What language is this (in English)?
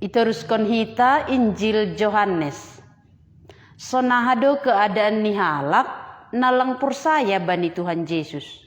Batak Simalungun